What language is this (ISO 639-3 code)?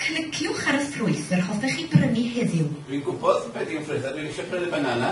cym